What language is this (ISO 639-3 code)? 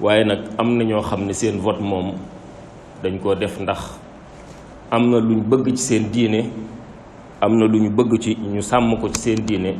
wol